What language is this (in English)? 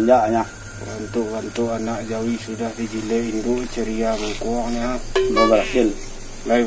Minangkabau